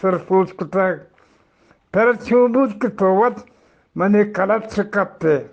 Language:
Eastern Balochi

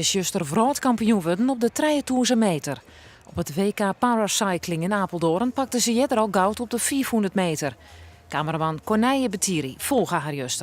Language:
Western Frisian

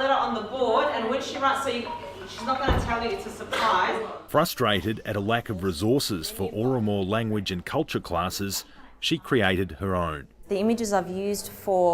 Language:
English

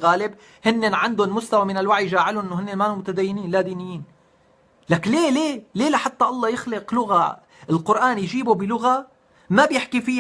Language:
North Levantine Arabic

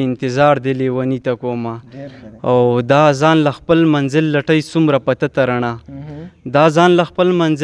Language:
Pashto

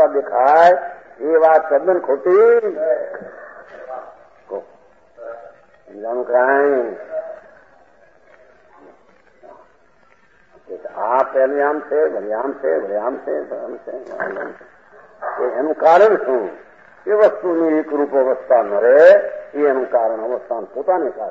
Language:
Gujarati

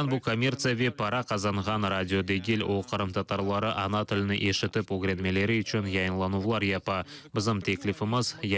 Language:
Crimean Tatar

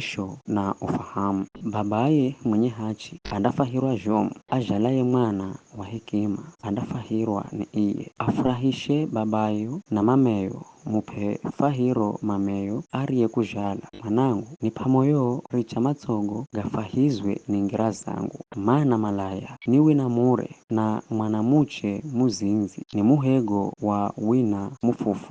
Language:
Giryama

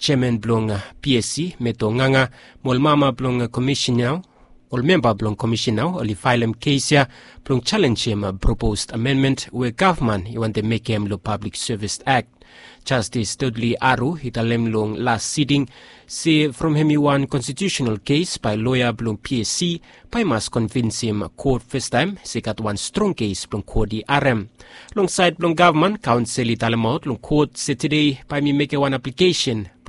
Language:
Bislama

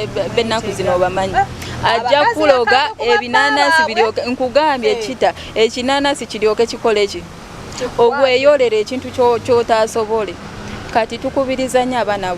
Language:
Ganda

